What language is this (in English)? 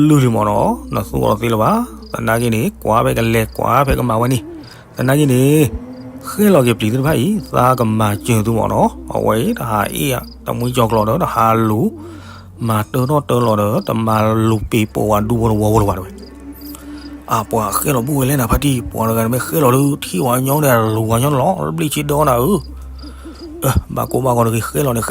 S'gaw Karen